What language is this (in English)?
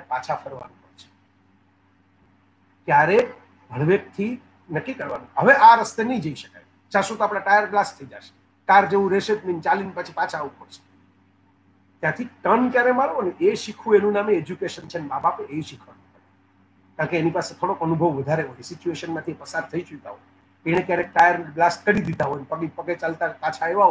Gujarati